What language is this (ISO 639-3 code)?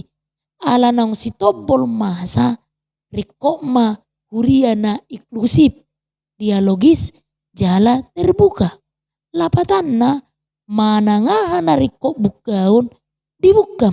bbc